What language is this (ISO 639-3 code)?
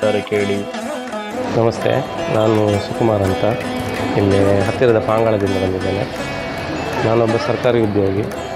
kan